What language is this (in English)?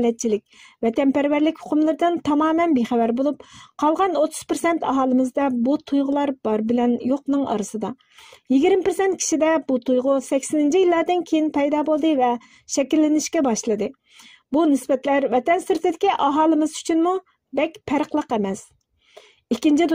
Uyghur